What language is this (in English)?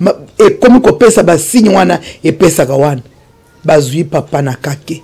Lingala